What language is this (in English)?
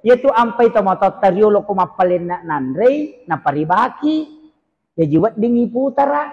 Buginese